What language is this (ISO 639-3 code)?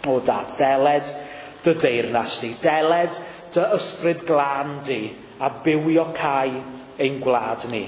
cym